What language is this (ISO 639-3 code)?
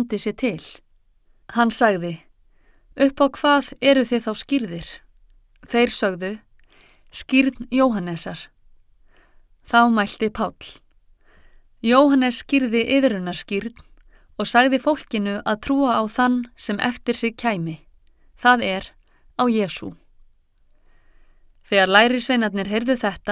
isl